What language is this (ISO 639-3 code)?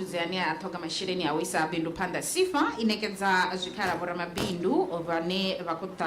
ven